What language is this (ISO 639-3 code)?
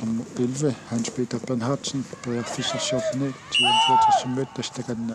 kal